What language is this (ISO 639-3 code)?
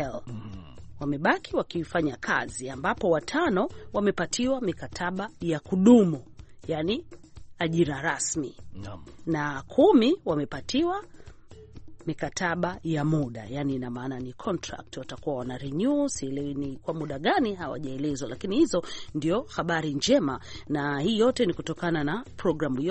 swa